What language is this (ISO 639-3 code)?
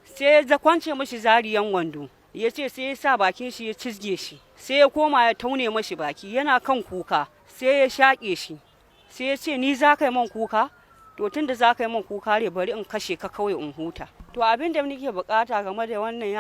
hau